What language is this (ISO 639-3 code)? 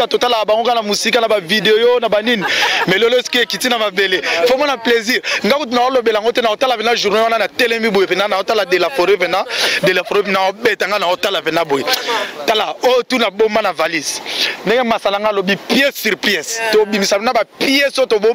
lin